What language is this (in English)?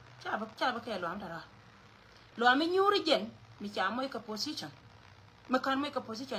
Nuer